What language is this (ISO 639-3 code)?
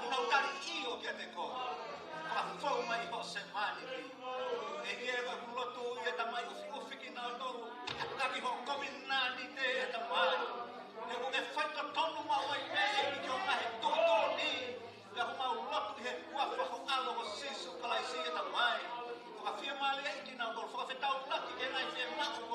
ton